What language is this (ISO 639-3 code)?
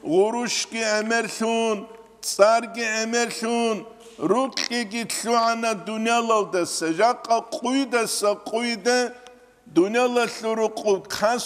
ava